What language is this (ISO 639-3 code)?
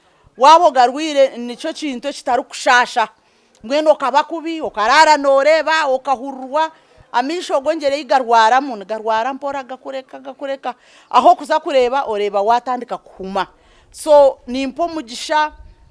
nyn